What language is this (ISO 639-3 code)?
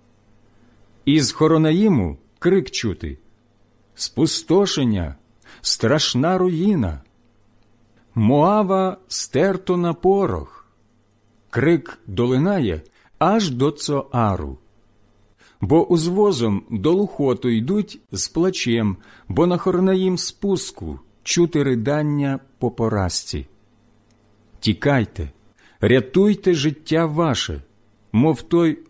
ukr